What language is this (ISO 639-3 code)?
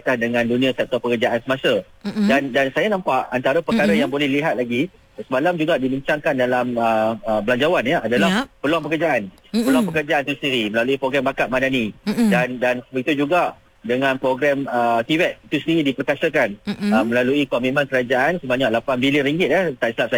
msa